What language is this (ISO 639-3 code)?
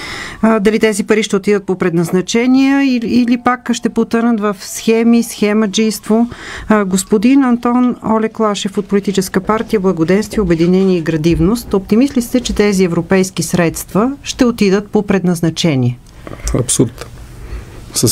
bul